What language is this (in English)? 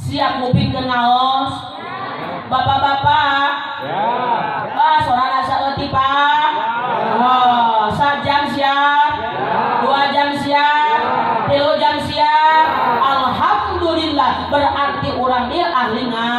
Sundanese